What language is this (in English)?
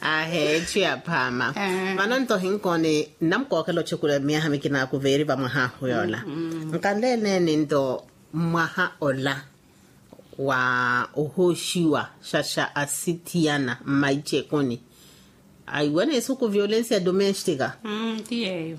Makhuwa